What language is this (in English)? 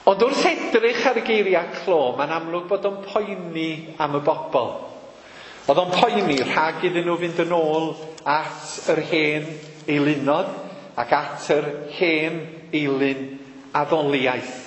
Welsh